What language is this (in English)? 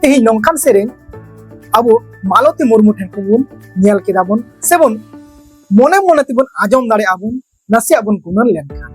Santali